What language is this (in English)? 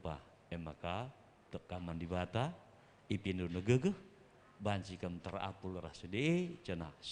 Batak Karo